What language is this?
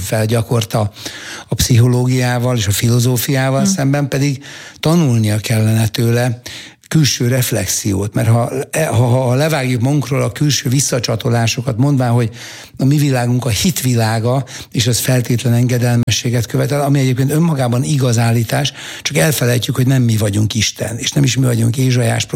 Hungarian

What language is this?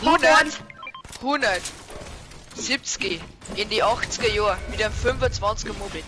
Bavarian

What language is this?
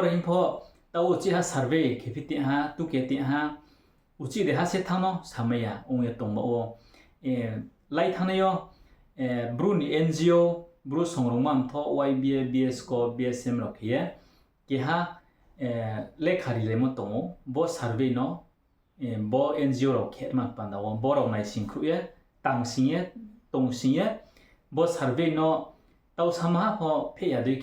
Riang (India)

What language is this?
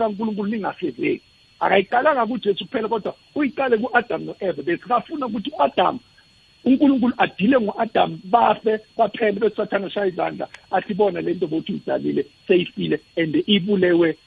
South Ndebele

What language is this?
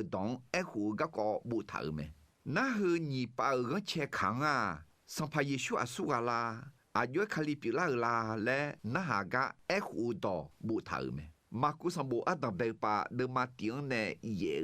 Akha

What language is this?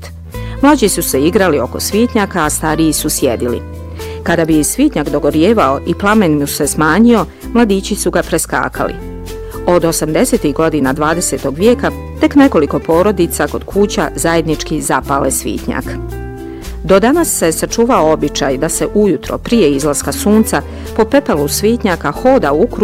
Bosnian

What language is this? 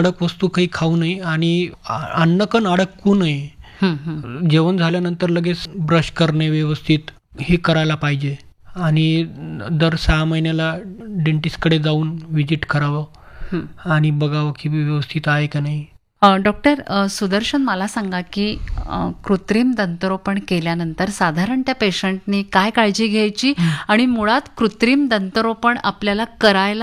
Marathi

